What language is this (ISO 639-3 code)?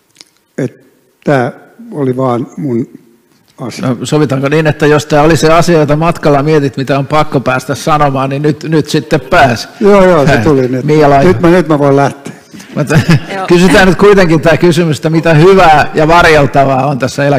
fin